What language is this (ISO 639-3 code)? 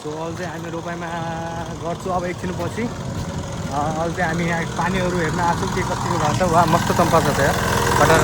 nep